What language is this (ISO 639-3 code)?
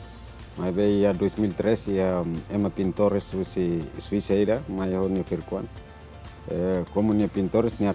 tet